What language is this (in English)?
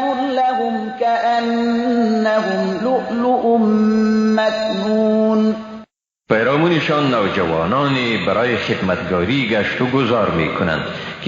Persian